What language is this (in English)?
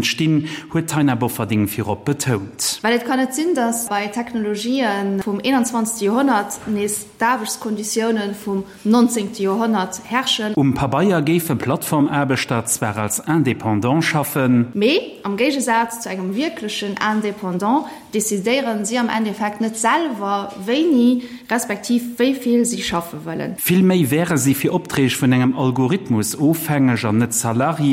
Luxembourgish